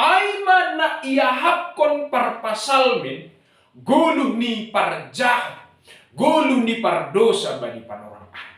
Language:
Batak Simalungun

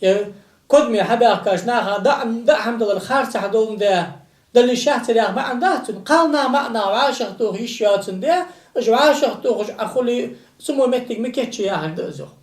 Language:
Ingush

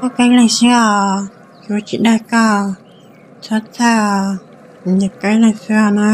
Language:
Hmong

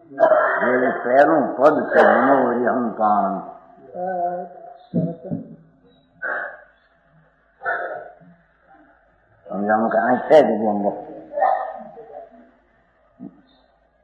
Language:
Gujarati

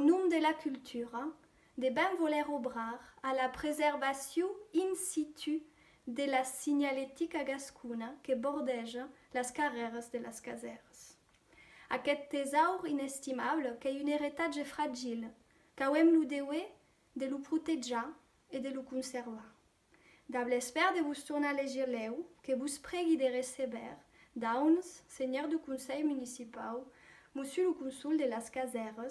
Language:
Occitan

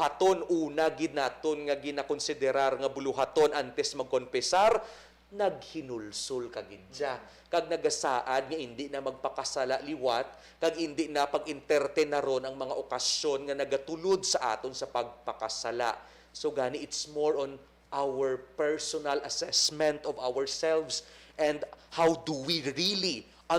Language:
Hiligaynon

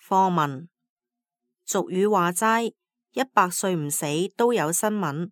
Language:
Cantonese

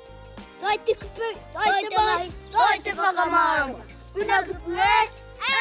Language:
Māori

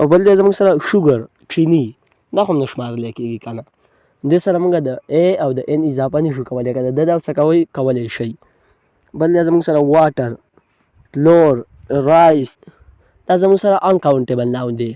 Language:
Pashto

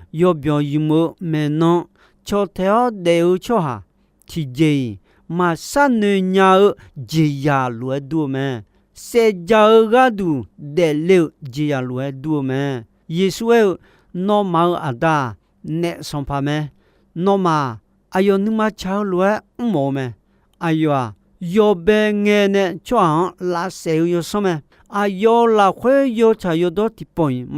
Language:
Akha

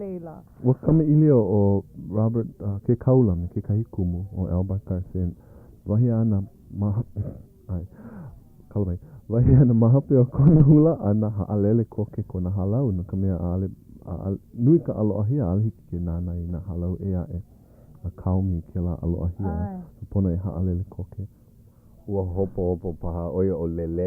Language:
Hawaiian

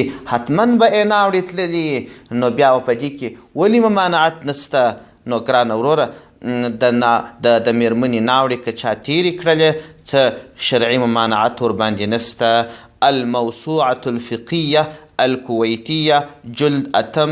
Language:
Pashto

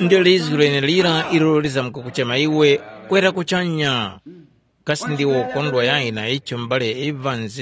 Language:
Tumbuka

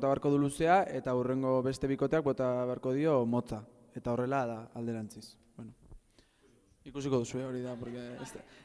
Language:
Basque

